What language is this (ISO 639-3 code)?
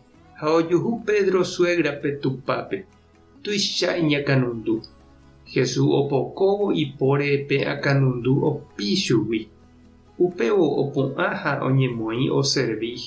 grn